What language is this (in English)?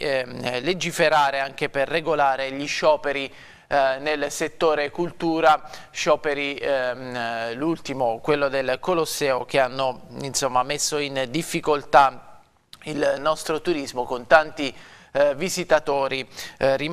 Italian